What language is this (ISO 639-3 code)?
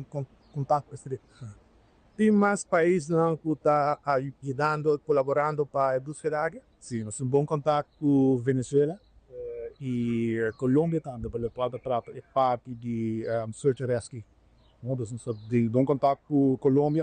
pap